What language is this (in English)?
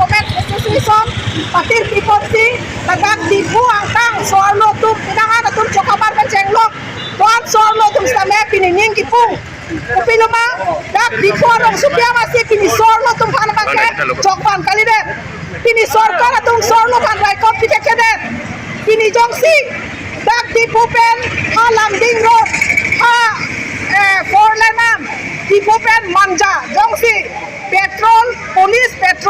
Karbi